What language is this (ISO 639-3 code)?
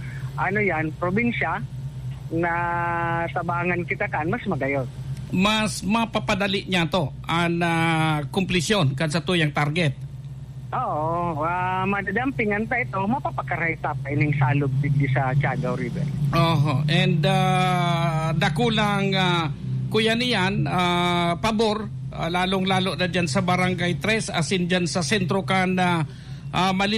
bik